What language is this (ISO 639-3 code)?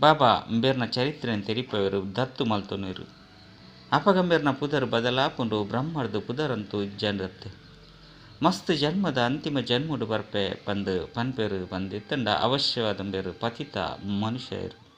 tcy